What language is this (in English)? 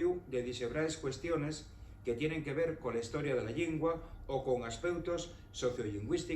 Asturian